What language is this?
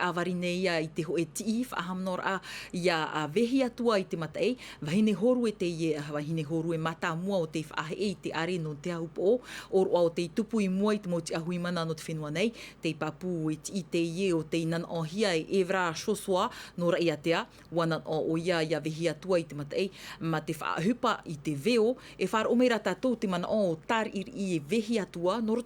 Tahitian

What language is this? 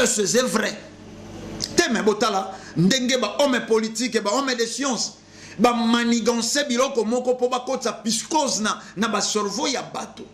Lingala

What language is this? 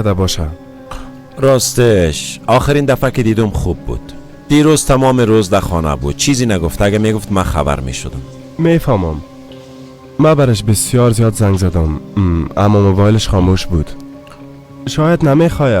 Persian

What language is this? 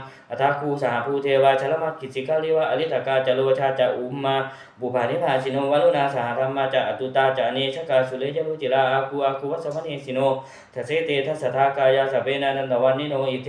Pali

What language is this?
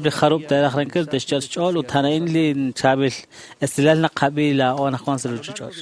Kekchí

